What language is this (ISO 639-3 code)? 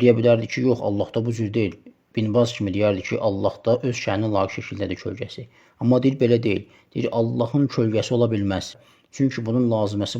aze